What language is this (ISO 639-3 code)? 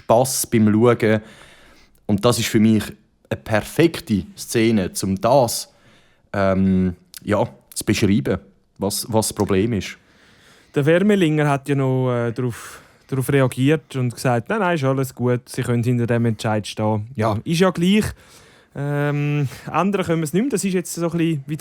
gsw